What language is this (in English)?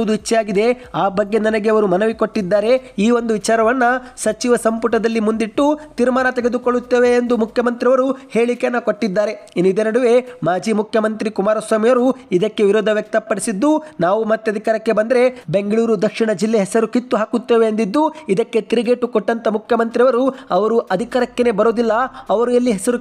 Kannada